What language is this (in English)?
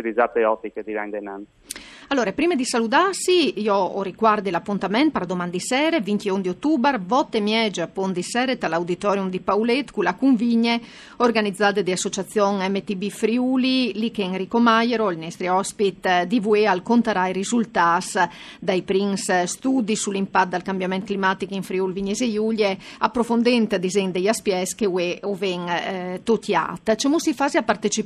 Friulian